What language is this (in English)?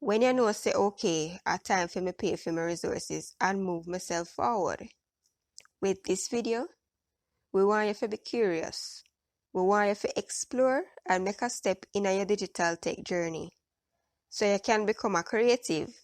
Jamaican Creole English